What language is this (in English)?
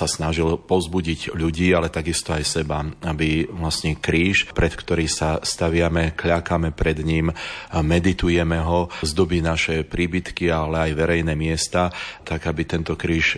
Slovak